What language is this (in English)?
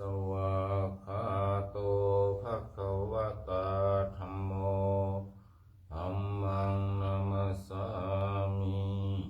Pali